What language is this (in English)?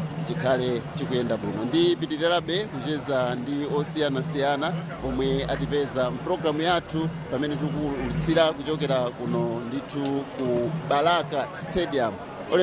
Nyanja